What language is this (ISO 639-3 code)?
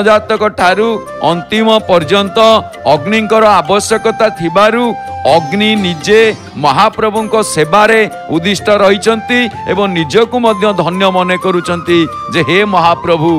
ori